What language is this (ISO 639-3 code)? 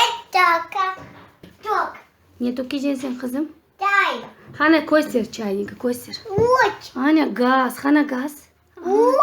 crh